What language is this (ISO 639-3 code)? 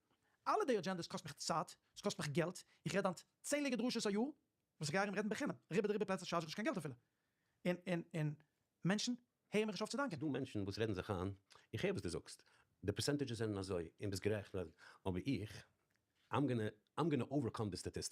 yid